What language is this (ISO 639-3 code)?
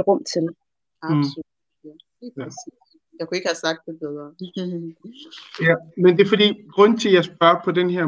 dan